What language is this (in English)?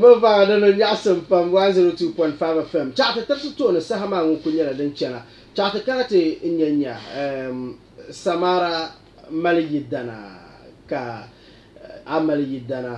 Dagbani